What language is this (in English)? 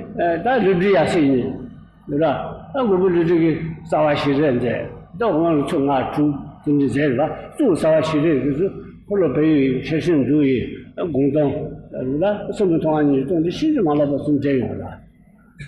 Tibetan